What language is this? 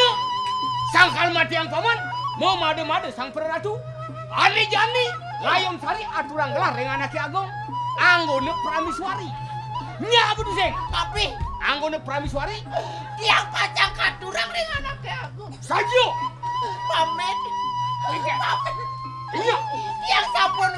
Balinese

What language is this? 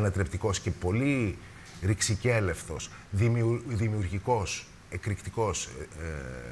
Greek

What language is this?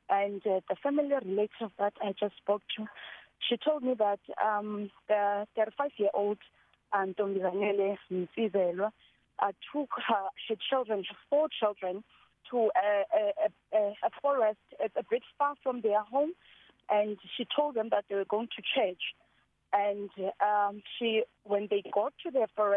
English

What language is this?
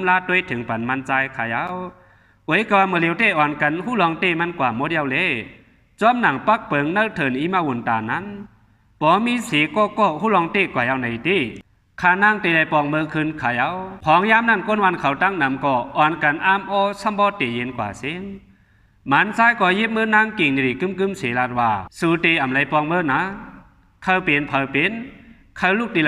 Shan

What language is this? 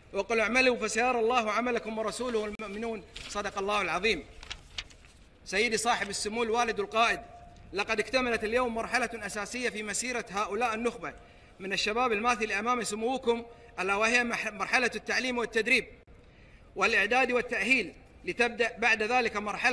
Arabic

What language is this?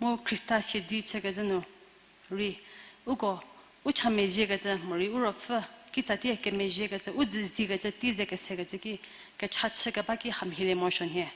Angami Naga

